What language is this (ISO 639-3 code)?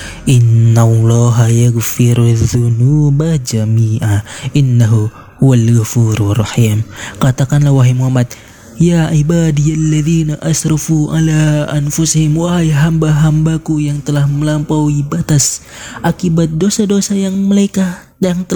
ind